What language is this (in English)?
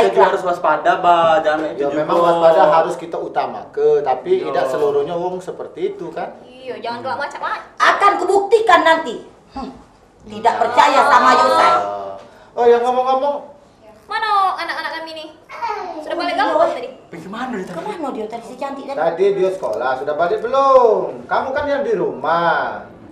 Musi